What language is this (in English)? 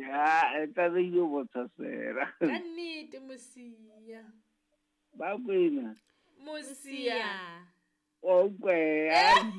Southern Sotho